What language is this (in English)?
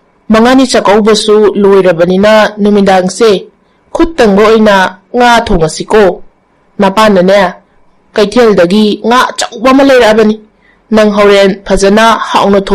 Manipuri